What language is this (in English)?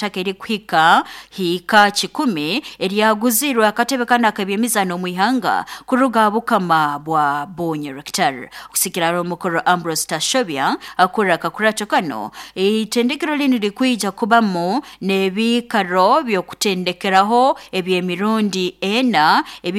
Nyoro